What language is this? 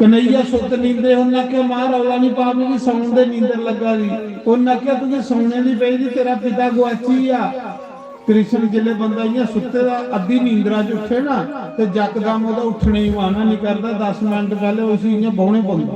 Dogri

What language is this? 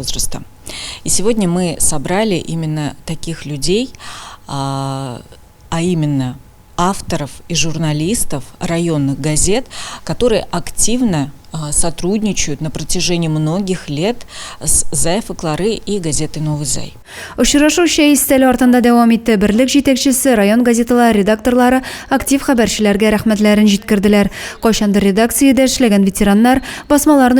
Tatar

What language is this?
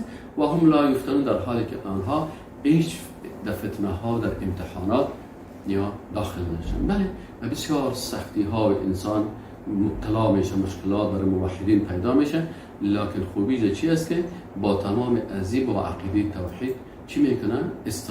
Persian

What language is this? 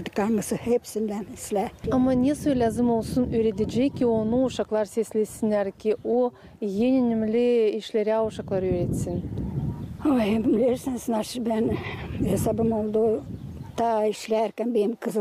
Gagauz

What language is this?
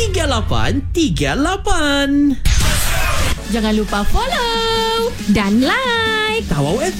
Malay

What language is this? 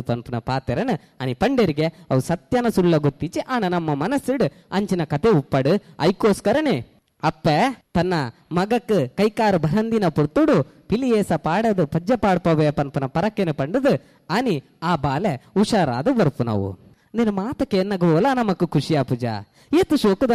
Tulu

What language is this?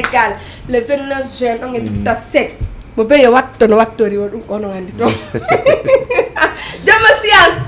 Fula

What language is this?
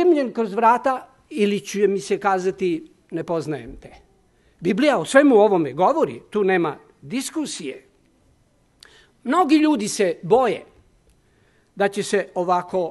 Serbian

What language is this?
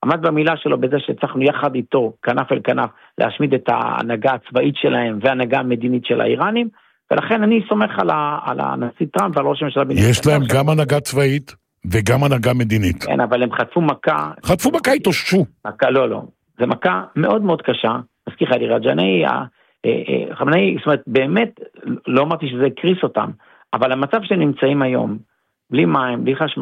Hebrew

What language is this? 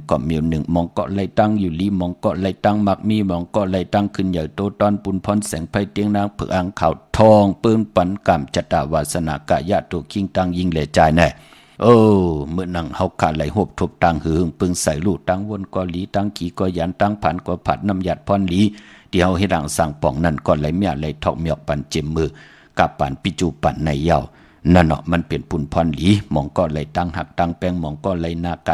Shan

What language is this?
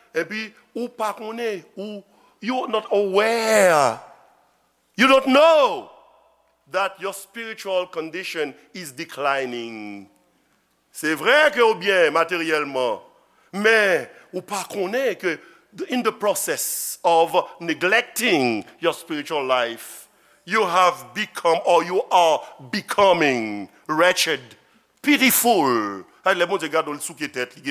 Haitian Creole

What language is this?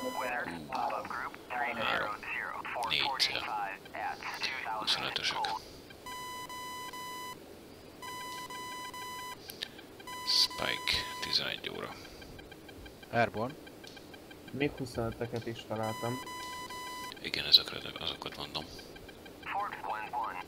Hungarian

